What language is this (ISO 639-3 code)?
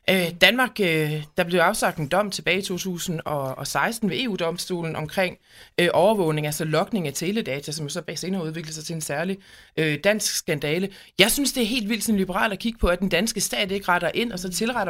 dan